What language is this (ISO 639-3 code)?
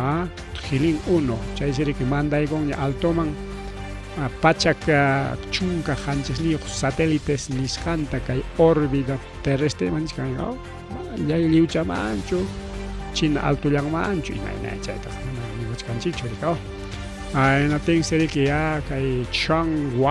quy